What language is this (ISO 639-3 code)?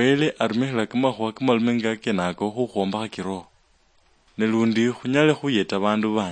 luy